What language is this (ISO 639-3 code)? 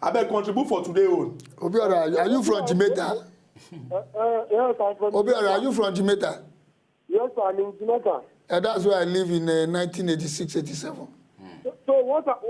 pcm